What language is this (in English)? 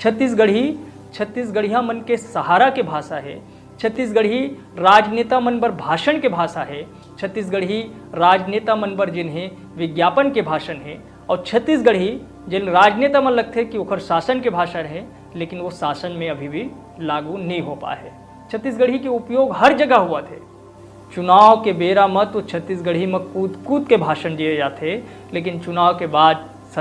Chhattisgarhi